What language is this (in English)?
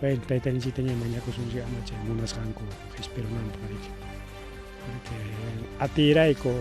Ayacucho Quechua